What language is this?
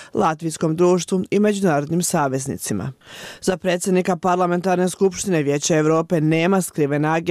Bosnian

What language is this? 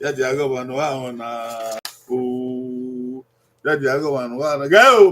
Bini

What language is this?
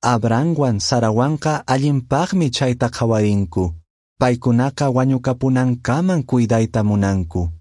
Quechua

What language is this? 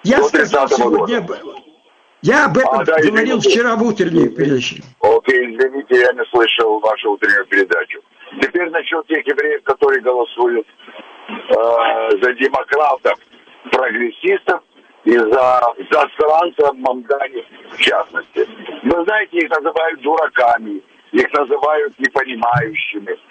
Russian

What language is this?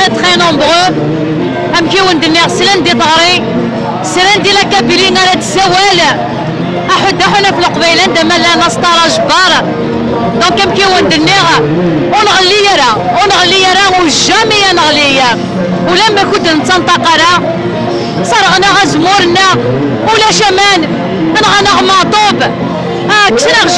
Kabyle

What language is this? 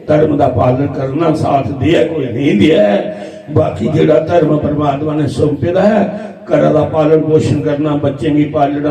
Dogri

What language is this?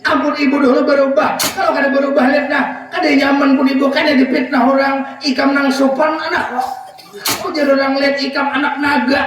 Banjar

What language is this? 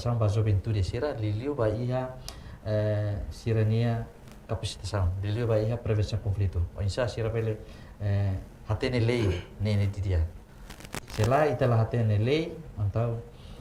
Tetum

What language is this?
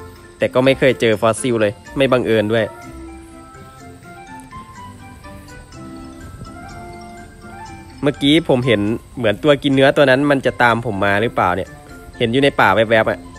Thai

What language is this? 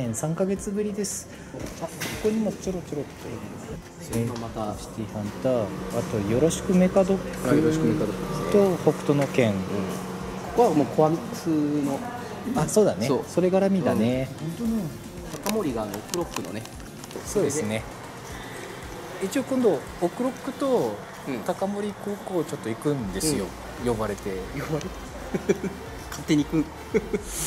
Japanese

